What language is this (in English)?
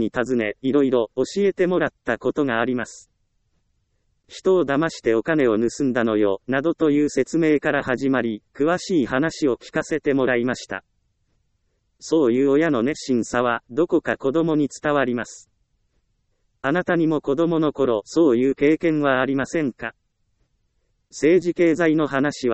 Japanese